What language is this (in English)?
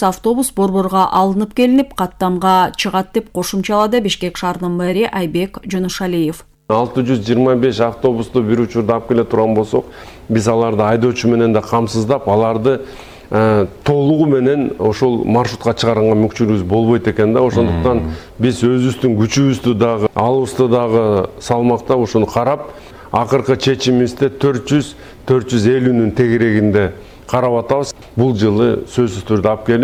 Kyrgyz